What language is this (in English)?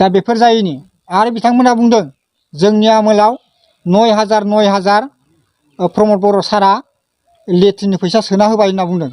Bodo